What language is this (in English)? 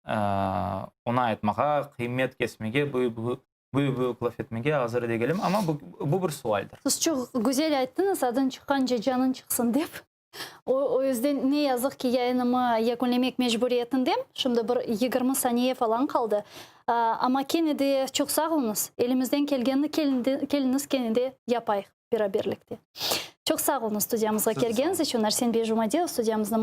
Crimean Tatar